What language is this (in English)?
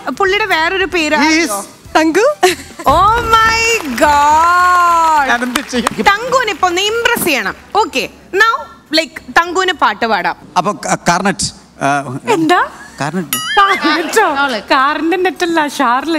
Malayalam